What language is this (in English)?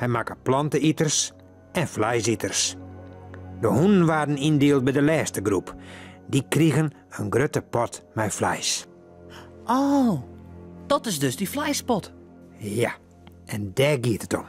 Western Frisian